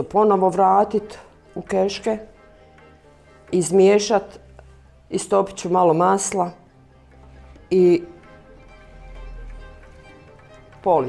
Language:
Bosnian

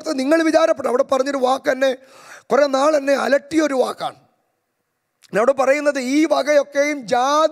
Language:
Malayalam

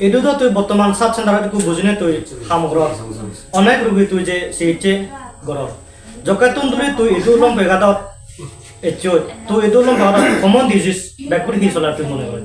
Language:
Chakma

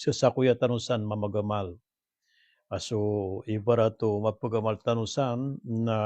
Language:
Maranao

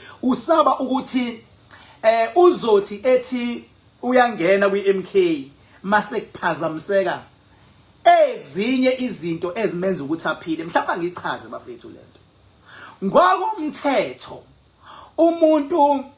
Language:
Zulu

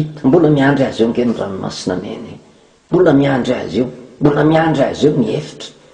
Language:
Malagasy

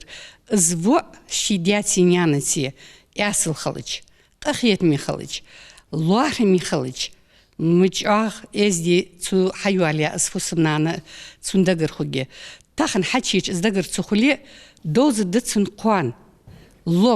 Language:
Ingush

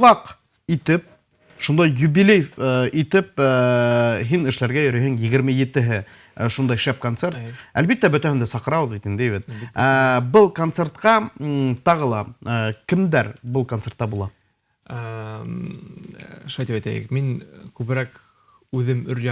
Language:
Bashkir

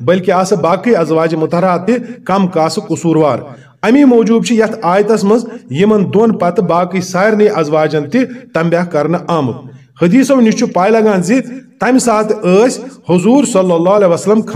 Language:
Kashmiri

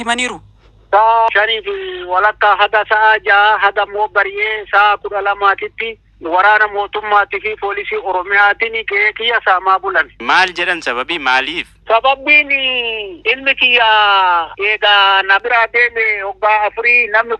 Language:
Oromo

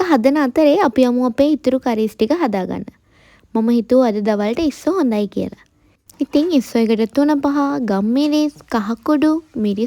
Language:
Sinhala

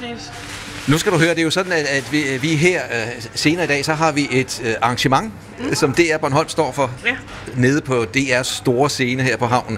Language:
Danish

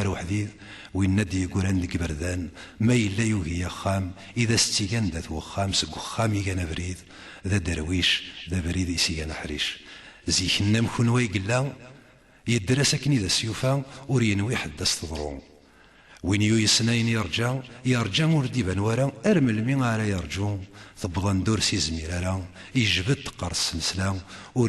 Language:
Kabyle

